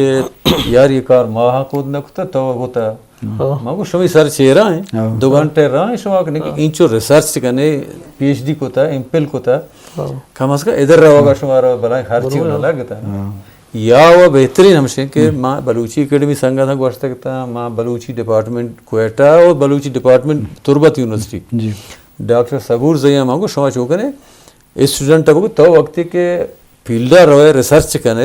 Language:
Eastern Balochi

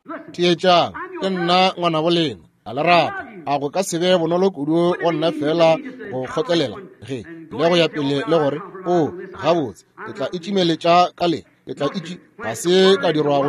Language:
Northern Sotho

